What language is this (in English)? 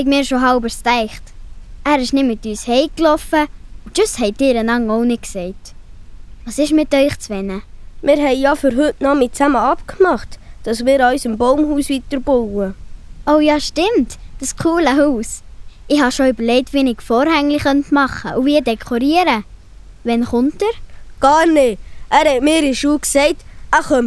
Swiss German